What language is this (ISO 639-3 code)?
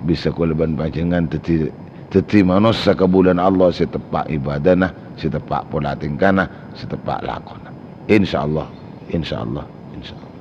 mad